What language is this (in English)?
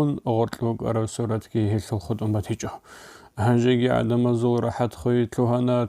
Avaric